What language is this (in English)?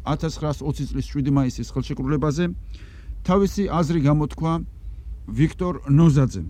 Georgian